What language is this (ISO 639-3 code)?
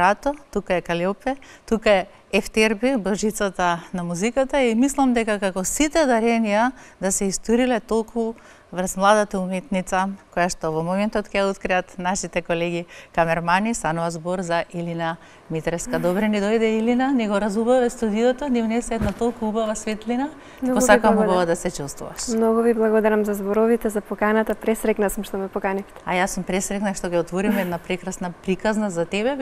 mkd